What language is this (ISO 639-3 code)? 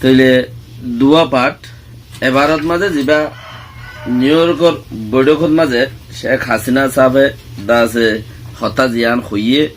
rhg